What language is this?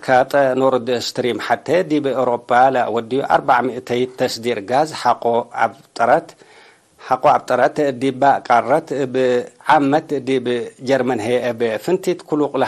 Tigre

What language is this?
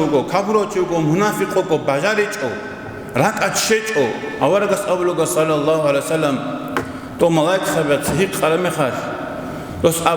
Avaric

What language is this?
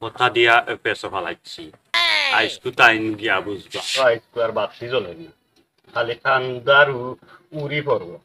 Sylheti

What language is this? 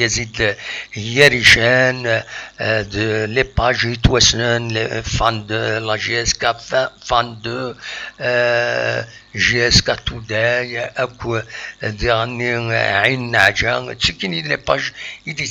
Kabyle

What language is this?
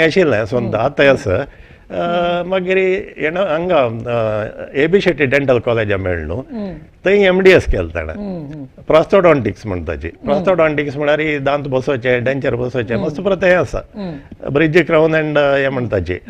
Konkani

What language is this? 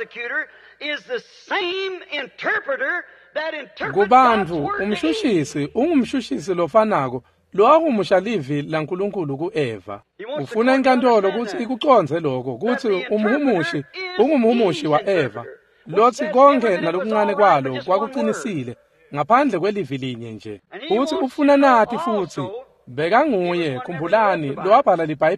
Swati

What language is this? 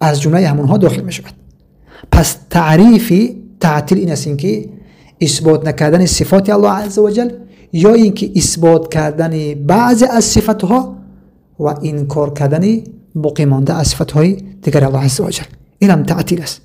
Tajik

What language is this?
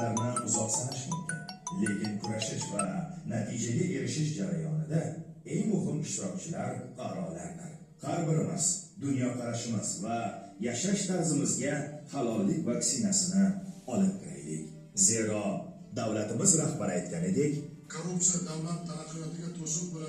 Uzbek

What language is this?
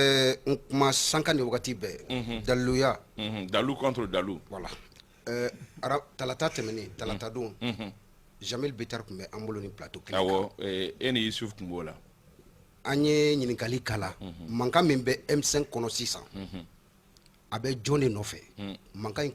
Bambara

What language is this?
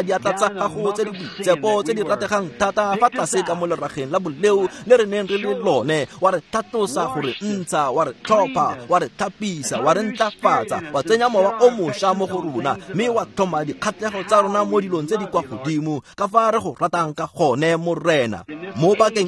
Tswana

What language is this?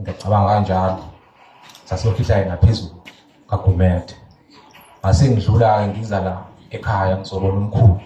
Zulu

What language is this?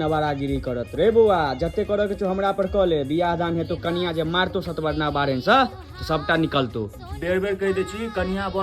Maithili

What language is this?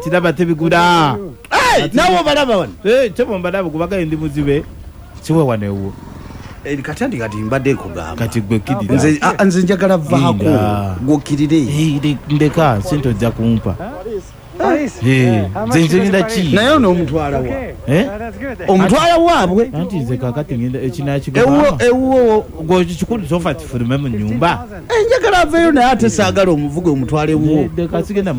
Ganda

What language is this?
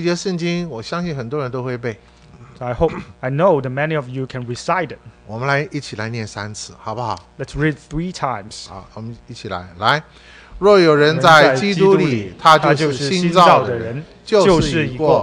Chinese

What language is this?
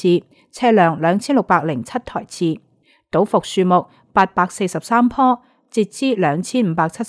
Cantonese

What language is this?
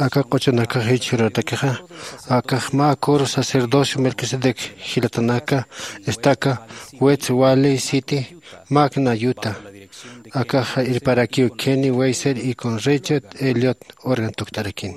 Aymara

